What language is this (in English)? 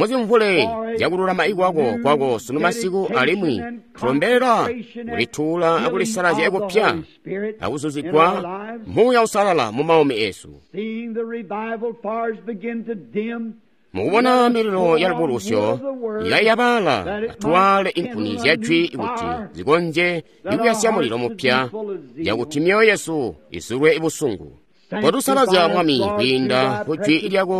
Tonga (Zambia)